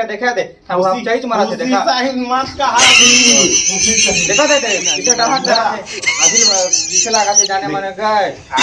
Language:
Chhattisgarhi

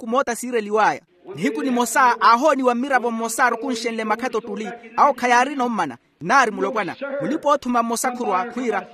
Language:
Makhuwa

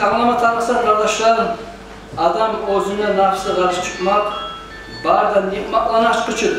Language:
Kumyk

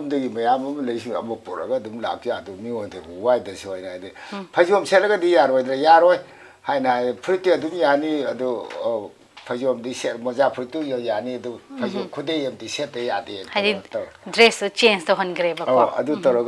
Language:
Manipuri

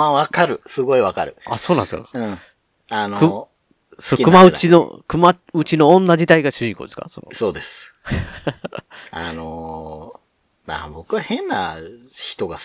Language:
Japanese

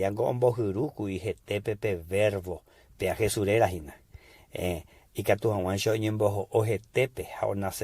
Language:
Guarani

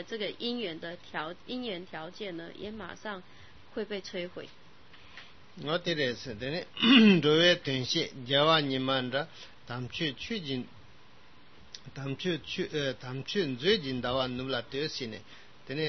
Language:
Chinese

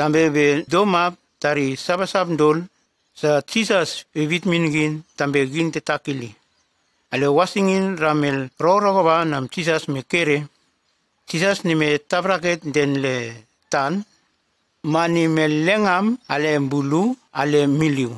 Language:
Nume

